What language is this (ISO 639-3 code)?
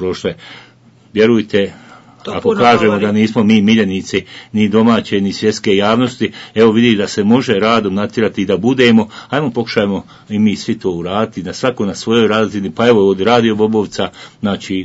bos